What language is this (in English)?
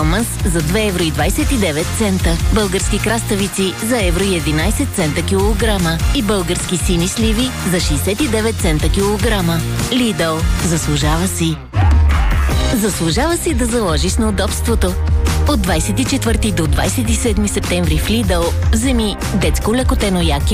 Bulgarian